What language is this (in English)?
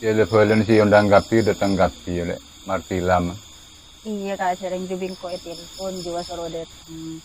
Madurese